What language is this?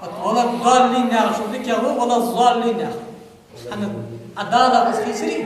Ingush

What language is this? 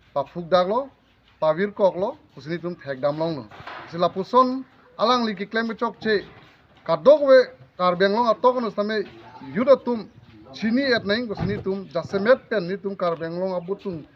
Karbi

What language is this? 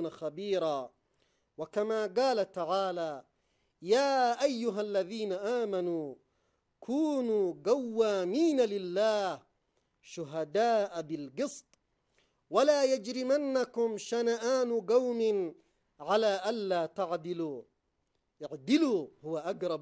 Arabic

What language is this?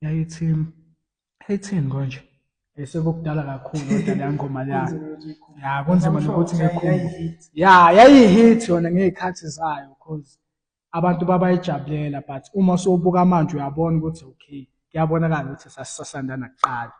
Zulu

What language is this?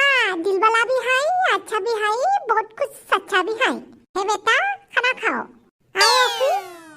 Bodo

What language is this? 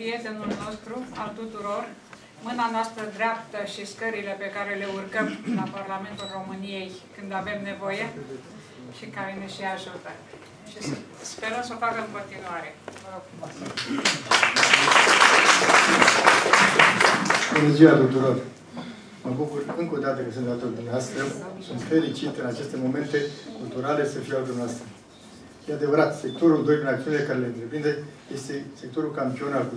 Romanian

